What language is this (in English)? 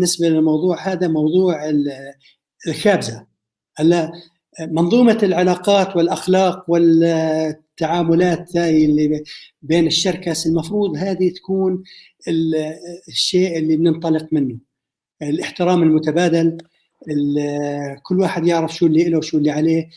North Levantine Arabic